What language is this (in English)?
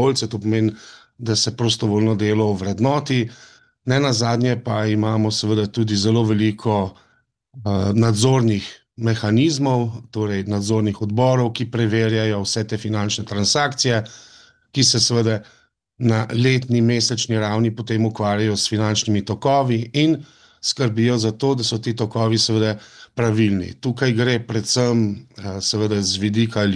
Slovenian